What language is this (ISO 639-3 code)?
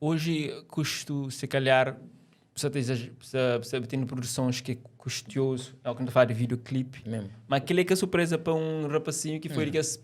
kea